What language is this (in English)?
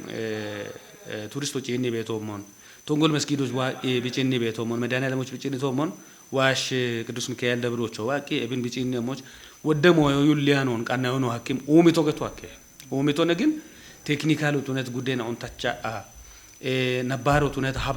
Kafa